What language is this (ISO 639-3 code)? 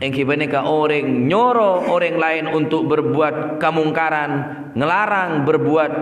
mad